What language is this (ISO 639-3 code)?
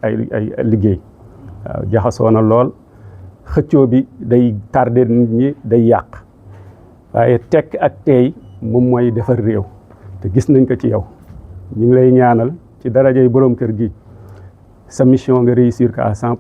wol